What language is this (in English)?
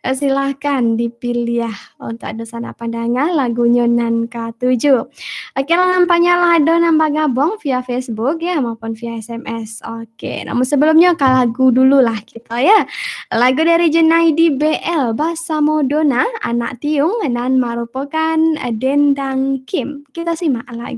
Minangkabau